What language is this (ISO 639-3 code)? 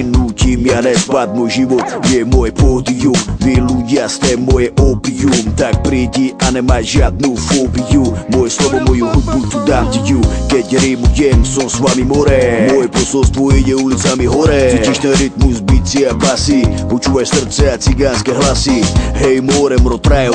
slk